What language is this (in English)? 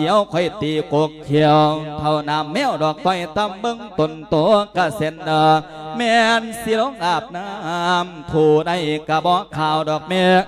Lao